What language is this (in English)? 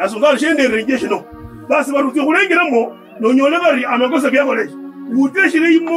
Kabras